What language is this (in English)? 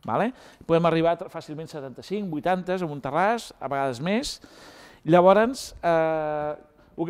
Catalan